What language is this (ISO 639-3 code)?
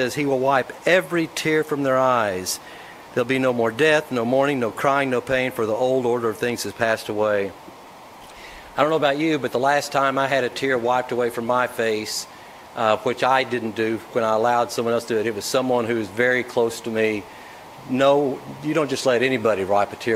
eng